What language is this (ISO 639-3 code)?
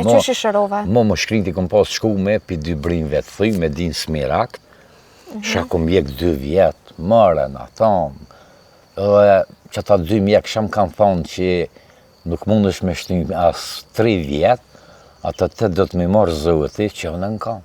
sqi